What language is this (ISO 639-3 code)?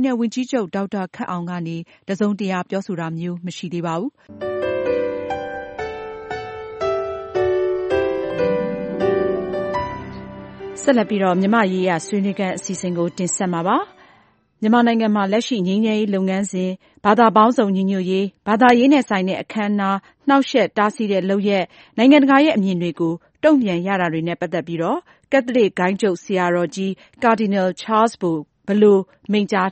mya